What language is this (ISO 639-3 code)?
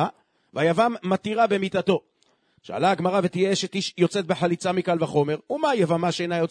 heb